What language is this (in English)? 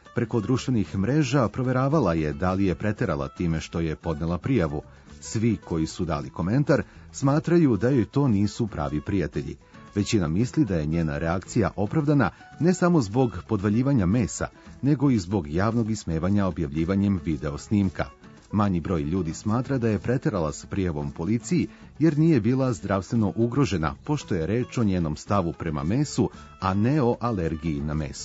Serbian